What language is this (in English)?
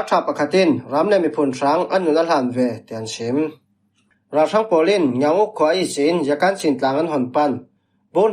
Falam Chin